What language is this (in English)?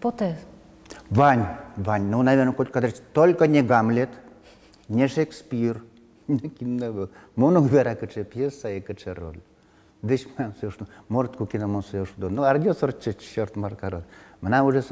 Udmurt